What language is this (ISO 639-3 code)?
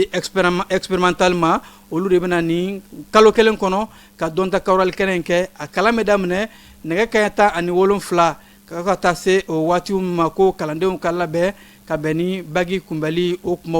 bam